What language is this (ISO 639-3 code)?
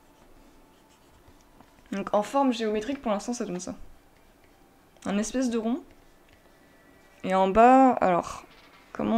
fra